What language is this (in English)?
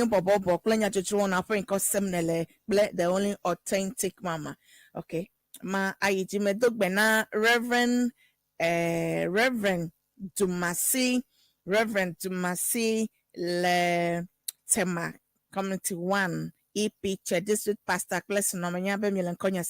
Ewe